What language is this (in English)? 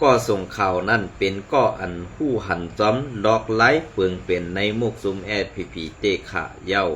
Shan